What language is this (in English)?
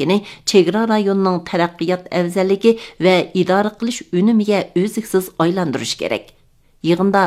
Uyghur